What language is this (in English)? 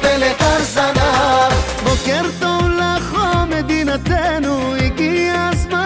Hebrew